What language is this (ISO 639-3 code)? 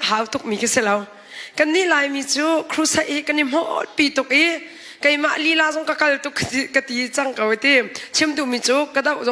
cnh